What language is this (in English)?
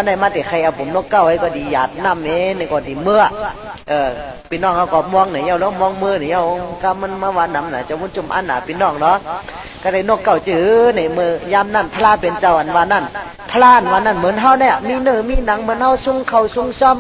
Shan